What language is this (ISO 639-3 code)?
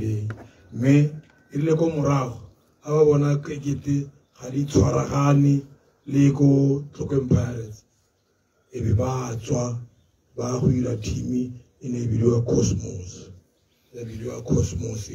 tsn